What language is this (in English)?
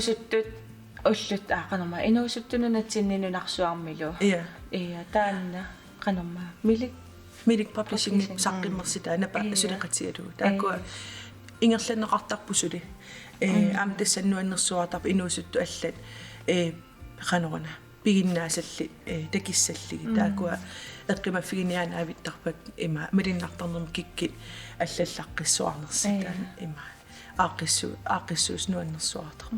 Kalaallisut